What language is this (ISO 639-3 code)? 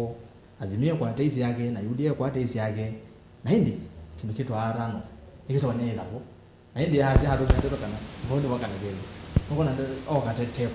kam